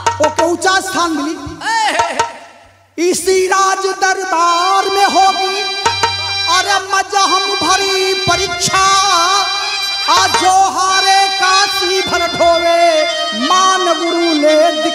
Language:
Bhojpuri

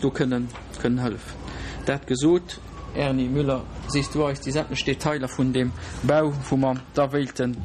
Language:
Luxembourgish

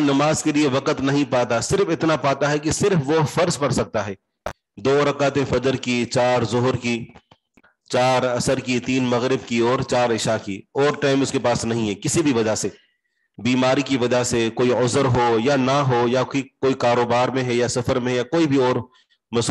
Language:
Urdu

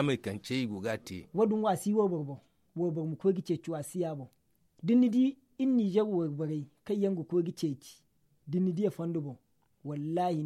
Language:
Zarma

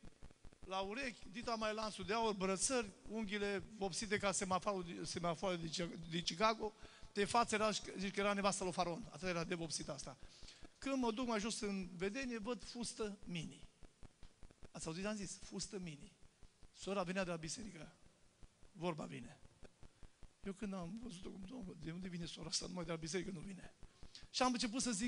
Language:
Romanian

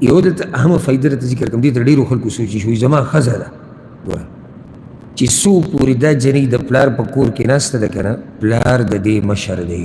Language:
Pashto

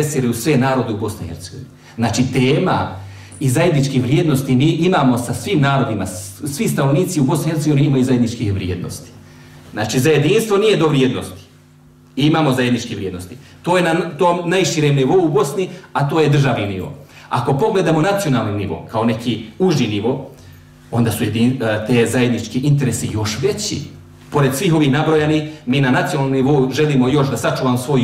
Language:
Bosnian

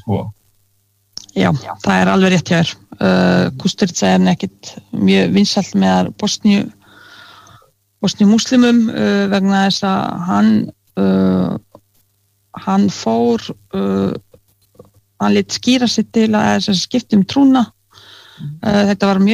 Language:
Icelandic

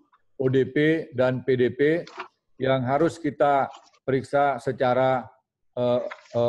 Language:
Indonesian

